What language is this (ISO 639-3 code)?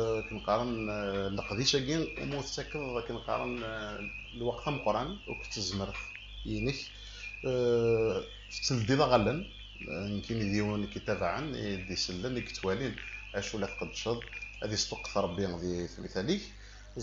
kab